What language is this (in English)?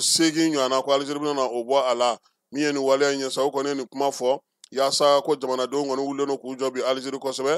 Bambara